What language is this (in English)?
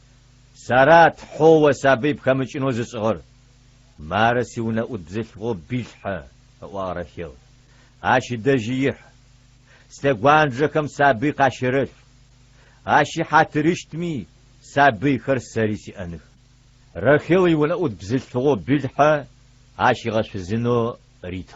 Adyghe